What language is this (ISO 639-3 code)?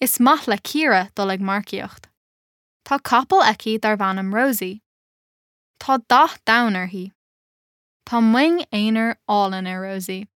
gle